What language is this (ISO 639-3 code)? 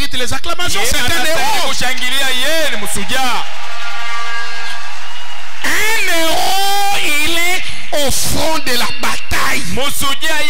swa